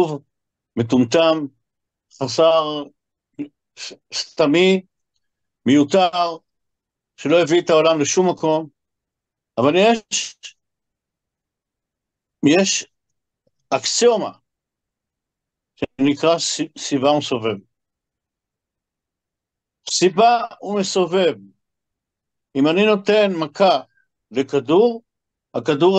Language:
Hebrew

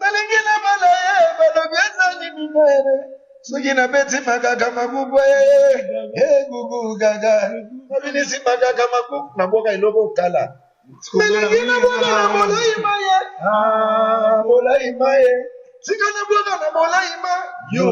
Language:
Lingala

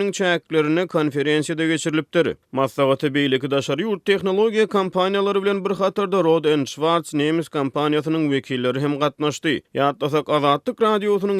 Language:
Turkmen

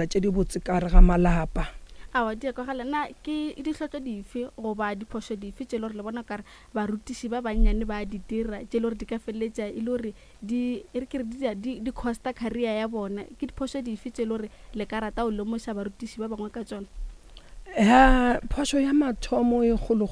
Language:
Northern Sotho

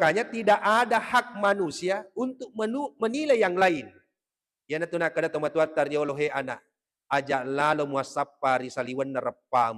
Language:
Buginese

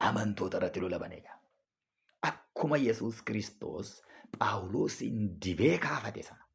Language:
Oromo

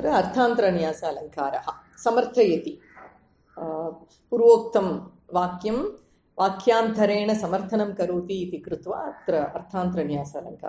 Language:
Sanskrit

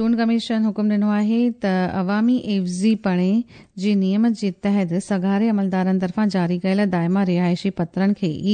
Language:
Sindhi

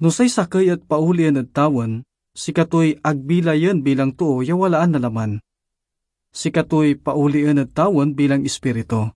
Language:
Pangasinan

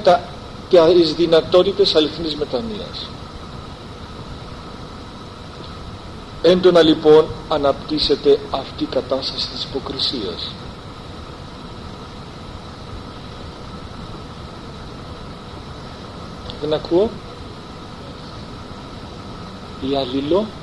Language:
Greek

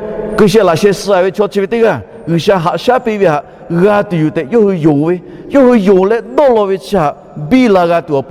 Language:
Lahu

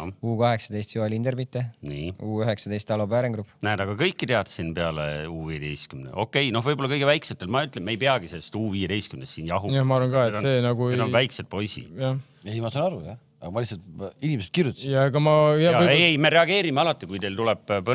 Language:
Estonian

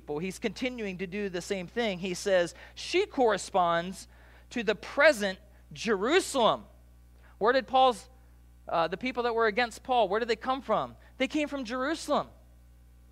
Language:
English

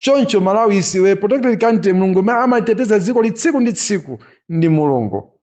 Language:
Nyanja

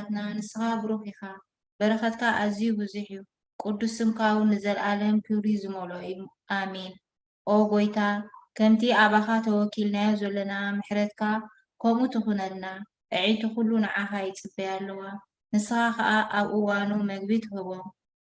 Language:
Tigrinya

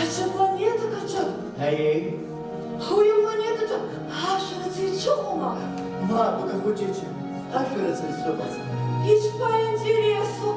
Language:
Abkhazian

